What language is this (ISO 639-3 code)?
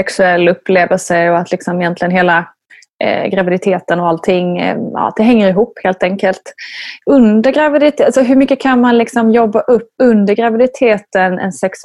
swe